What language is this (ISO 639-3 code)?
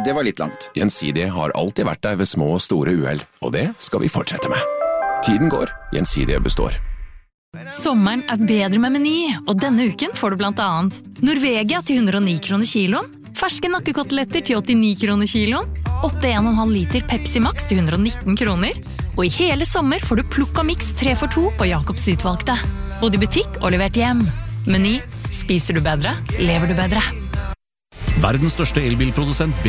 nor